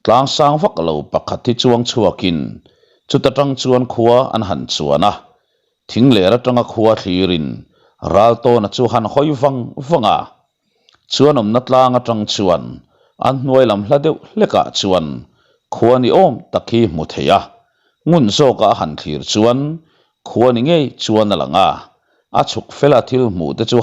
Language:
Mizo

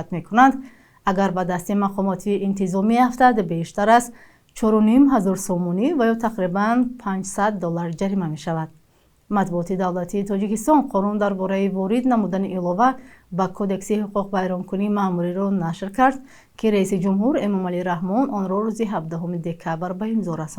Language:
Tajik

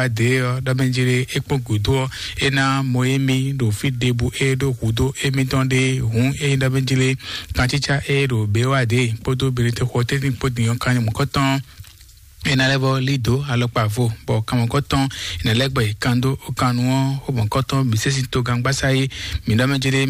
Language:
Fon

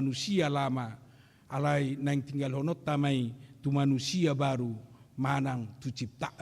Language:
Batak Toba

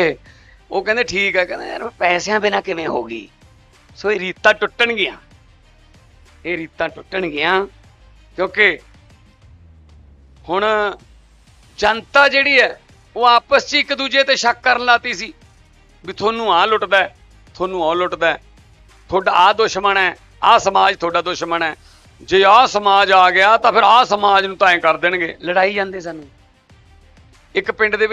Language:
Punjabi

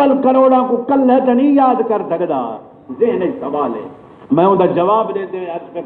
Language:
Saraiki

